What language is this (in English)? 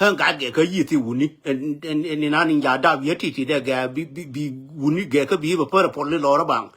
Nuer